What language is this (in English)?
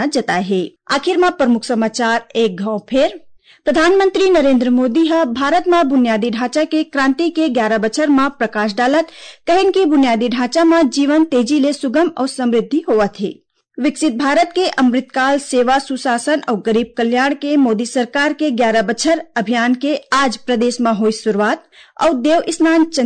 Chhattisgarhi